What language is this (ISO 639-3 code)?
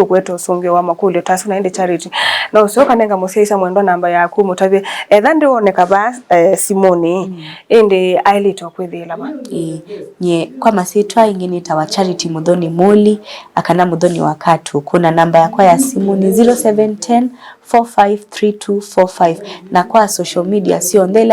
kam